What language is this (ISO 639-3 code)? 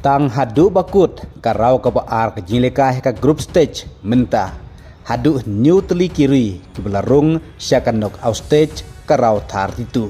kha